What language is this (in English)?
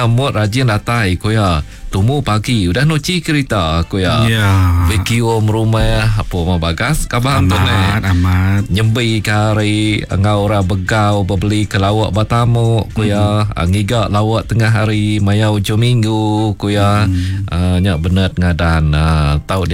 Iban